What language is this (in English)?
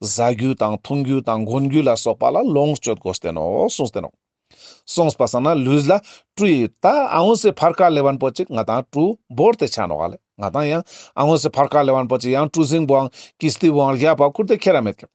Ladakhi